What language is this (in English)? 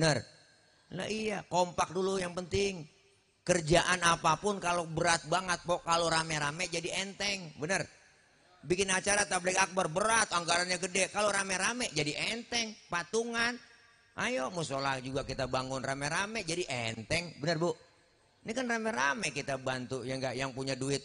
Betawi